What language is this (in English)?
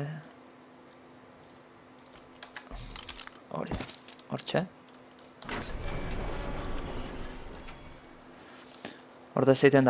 Basque